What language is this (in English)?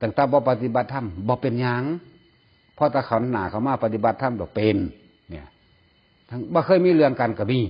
Northeastern Thai